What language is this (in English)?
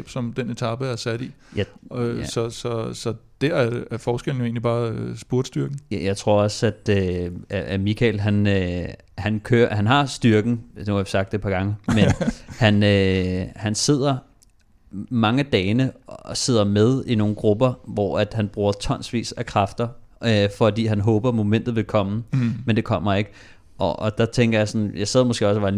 Danish